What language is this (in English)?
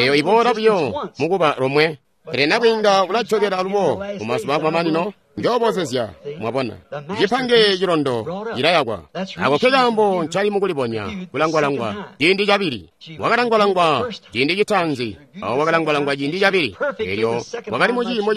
Tonga (Zambia)